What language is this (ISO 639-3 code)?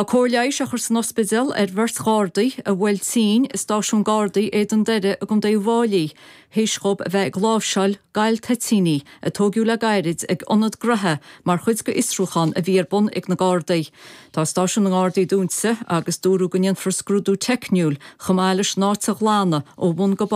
gle